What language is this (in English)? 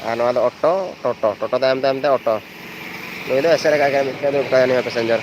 Santali